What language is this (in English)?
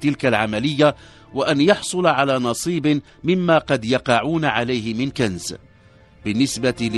Arabic